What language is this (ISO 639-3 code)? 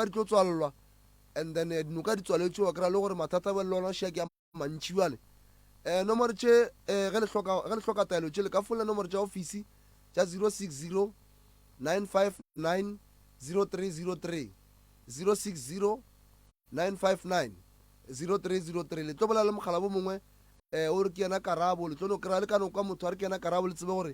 nso